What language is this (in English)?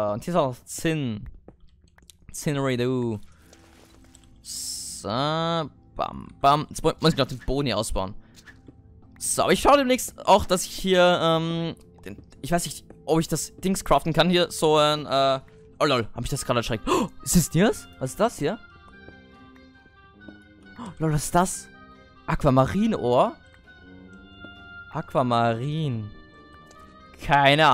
German